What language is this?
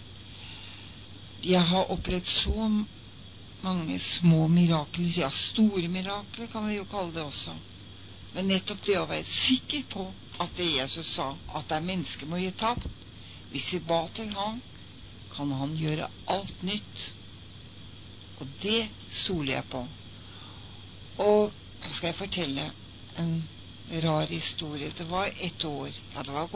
Norwegian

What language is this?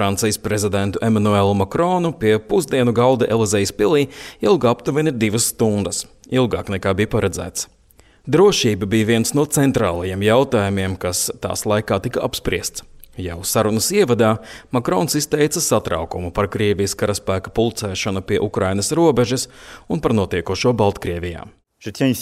Latvian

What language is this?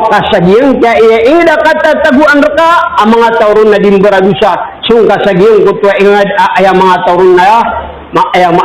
Maranao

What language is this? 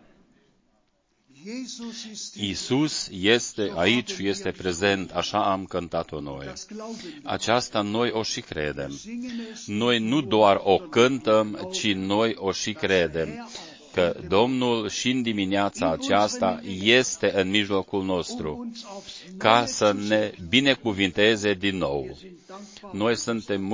Romanian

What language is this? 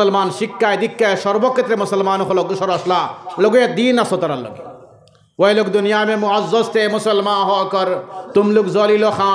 Sylheti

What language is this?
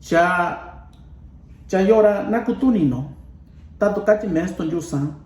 Mixtepec Mixtec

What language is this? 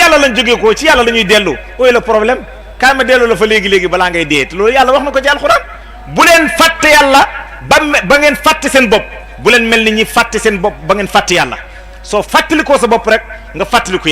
Wolof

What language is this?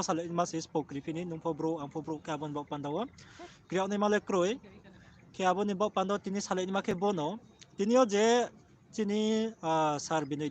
Riang (India)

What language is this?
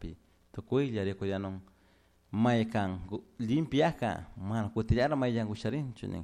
Chimborazo Highland Quichua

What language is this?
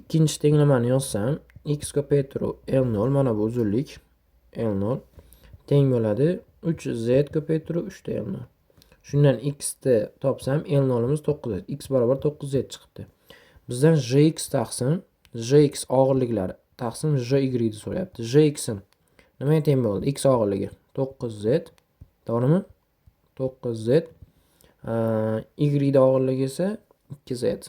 Uzbek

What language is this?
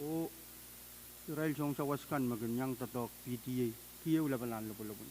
Pohnpeian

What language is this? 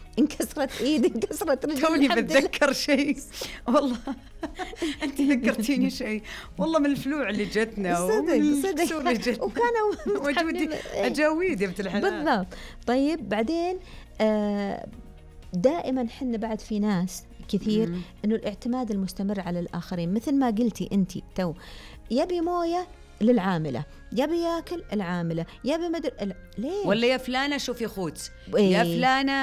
Najdi Arabic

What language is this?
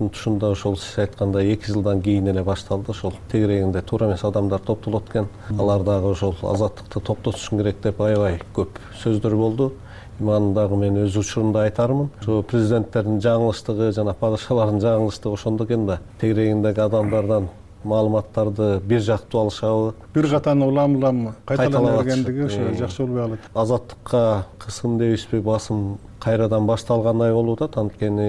Kyrgyz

